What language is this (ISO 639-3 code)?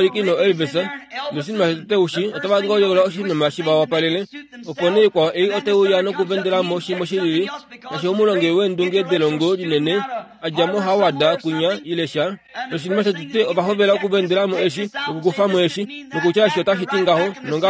kua